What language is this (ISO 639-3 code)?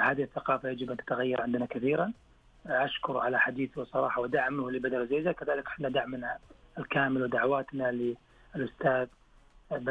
ars